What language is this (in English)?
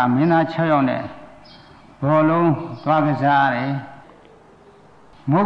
Burmese